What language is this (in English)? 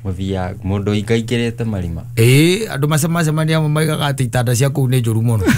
Kikuyu